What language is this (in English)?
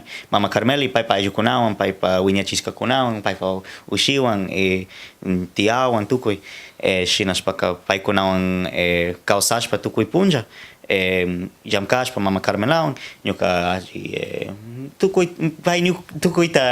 Cañar Highland Quichua